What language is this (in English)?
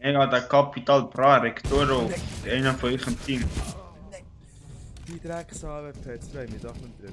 Swiss German